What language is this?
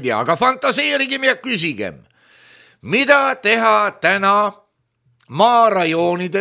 Estonian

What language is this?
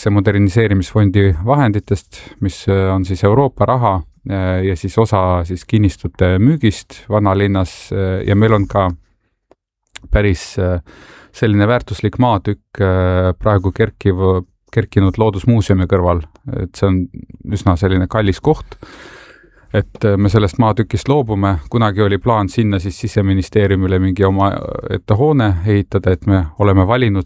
Estonian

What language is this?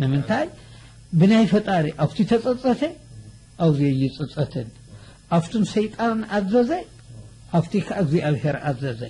Tigrinya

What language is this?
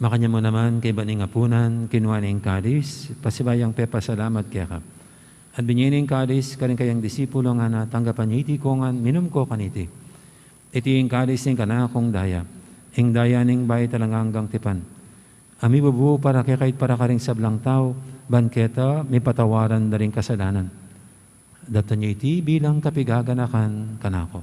Pampanga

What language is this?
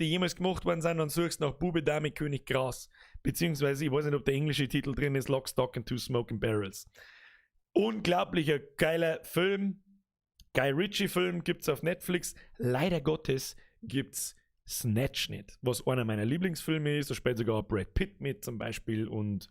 Bavarian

